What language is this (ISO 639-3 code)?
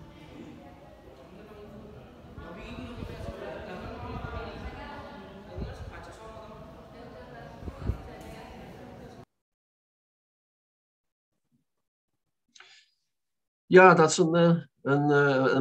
nld